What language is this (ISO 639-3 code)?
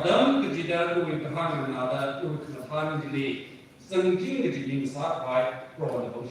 nmf